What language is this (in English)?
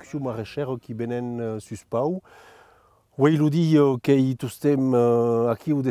Occitan